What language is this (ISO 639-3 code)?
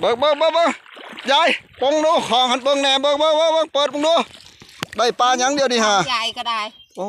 tts